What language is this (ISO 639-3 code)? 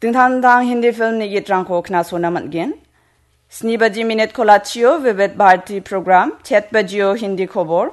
grt